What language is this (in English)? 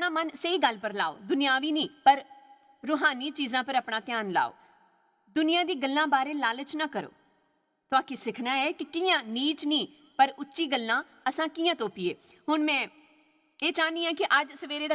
Dogri